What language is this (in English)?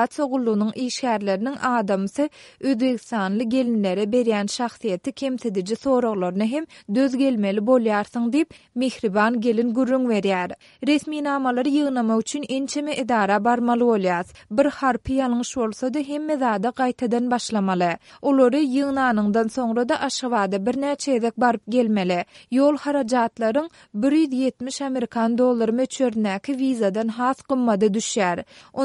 Turkmen